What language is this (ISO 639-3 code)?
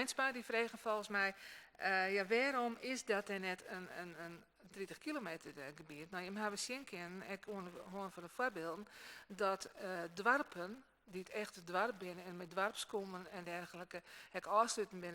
fry